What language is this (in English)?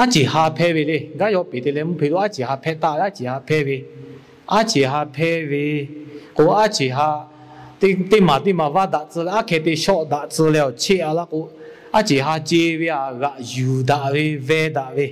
Lahu